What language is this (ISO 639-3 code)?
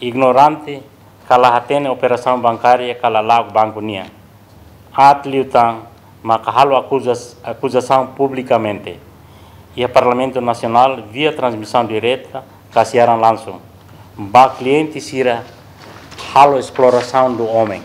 tet